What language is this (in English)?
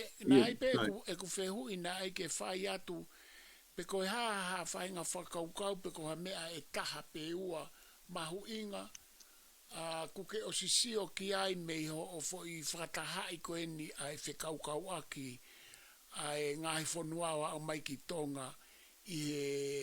Tongan